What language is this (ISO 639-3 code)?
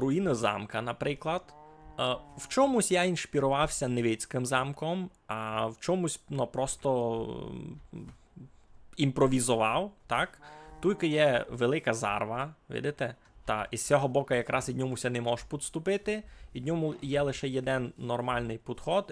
rue